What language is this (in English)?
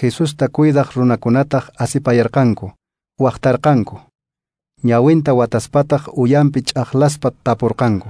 Quechua